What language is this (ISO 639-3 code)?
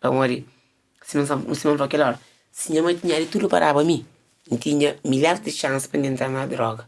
kea